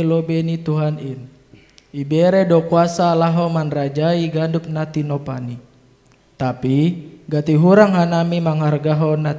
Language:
Batak Simalungun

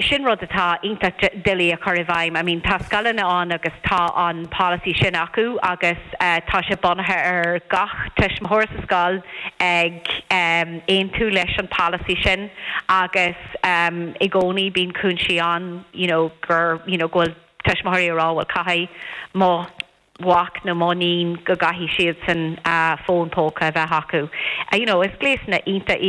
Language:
Irish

